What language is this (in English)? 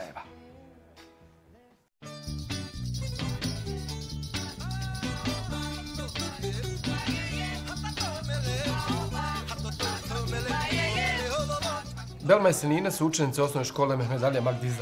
Bosnian